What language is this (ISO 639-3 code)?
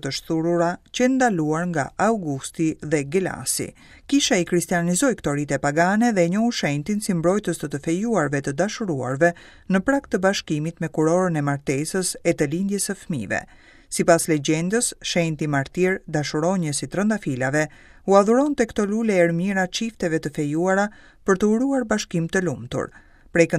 sqi